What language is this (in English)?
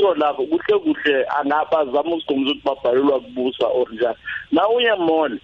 South Ndebele